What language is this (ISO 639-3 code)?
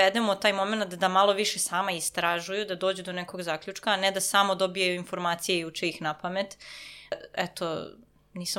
srp